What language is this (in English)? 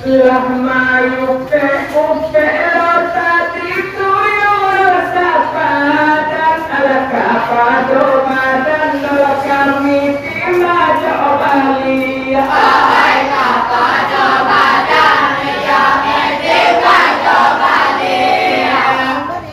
Minangkabau